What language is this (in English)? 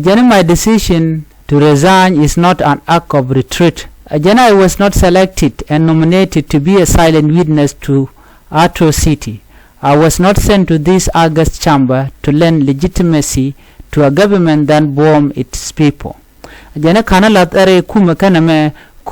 Nuer